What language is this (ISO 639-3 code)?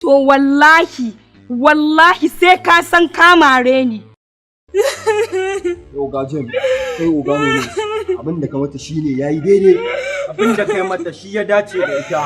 hau